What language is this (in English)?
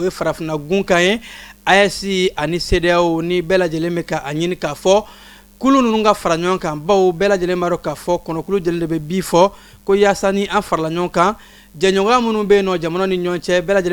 Bambara